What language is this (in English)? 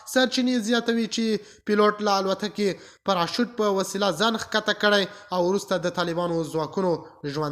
Pashto